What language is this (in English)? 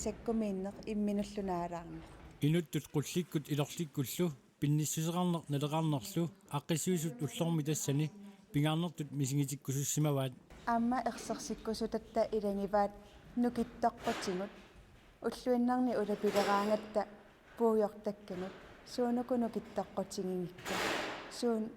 Kalaallisut